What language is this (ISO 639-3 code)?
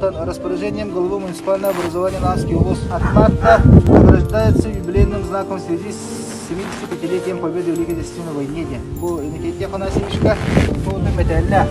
sah